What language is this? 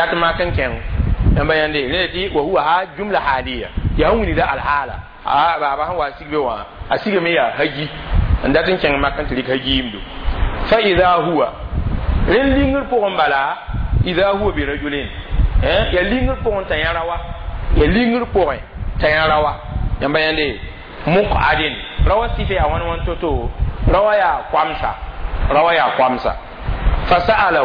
Mossi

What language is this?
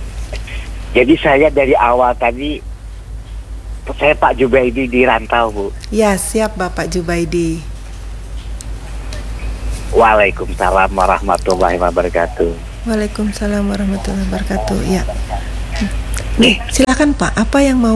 Indonesian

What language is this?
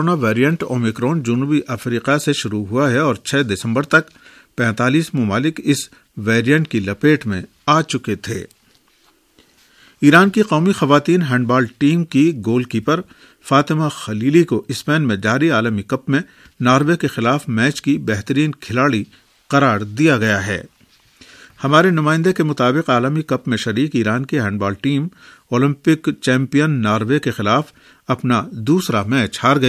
Urdu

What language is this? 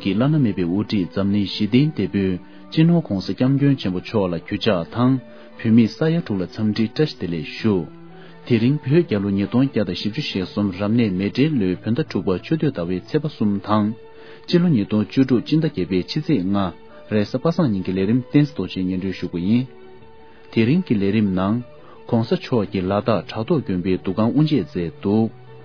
Tibetan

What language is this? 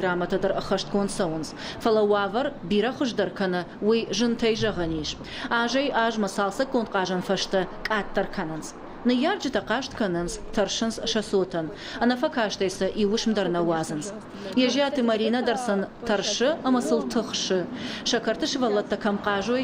Ossetic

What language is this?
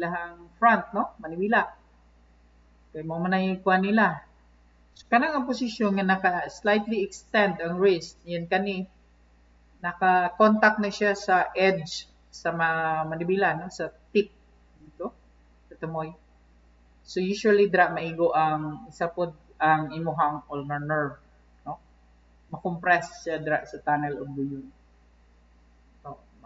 Cebuano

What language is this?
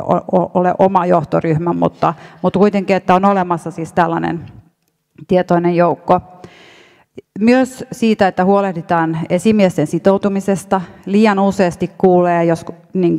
Finnish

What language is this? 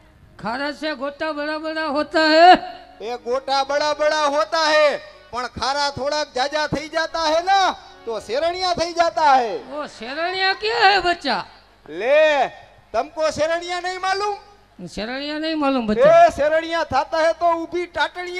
Gujarati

